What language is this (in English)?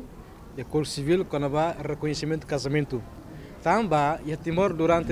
Tetum